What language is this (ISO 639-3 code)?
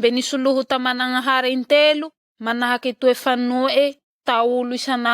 mlg